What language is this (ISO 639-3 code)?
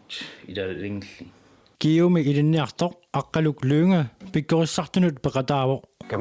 kal